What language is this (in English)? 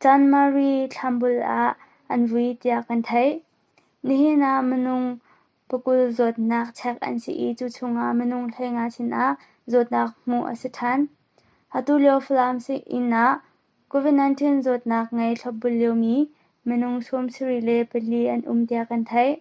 Hakha Chin